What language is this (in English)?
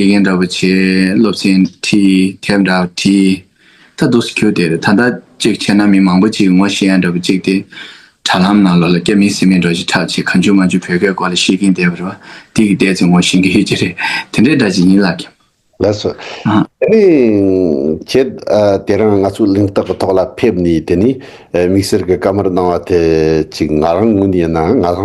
Tibetan